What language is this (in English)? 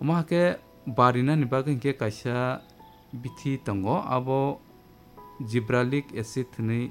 Kok Borok